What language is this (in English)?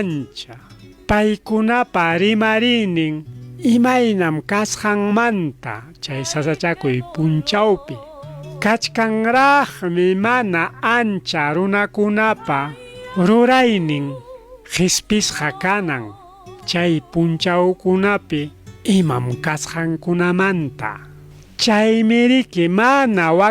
Ayacucho Quechua